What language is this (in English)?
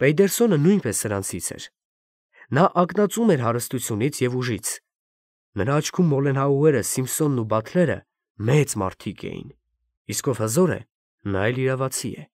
Armenian